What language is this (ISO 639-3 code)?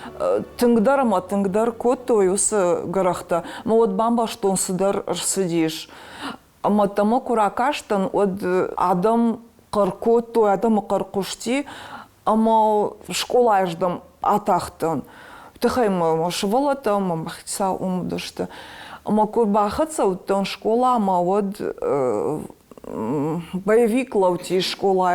oss